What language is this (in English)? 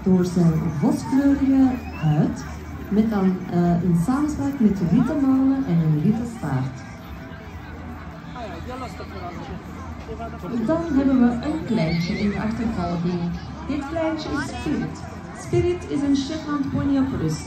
Dutch